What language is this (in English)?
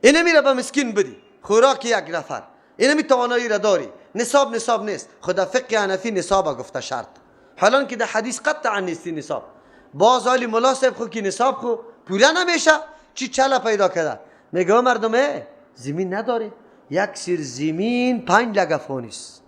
Persian